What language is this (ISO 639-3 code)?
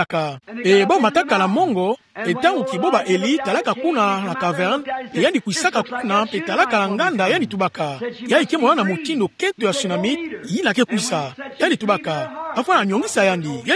ktu